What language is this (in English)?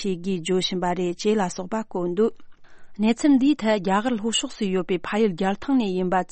Tibetan